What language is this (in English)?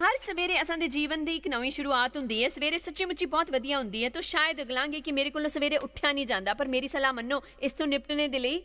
Dogri